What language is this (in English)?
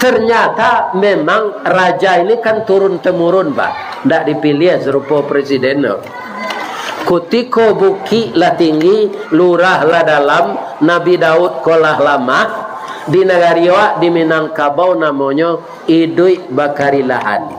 Minangkabau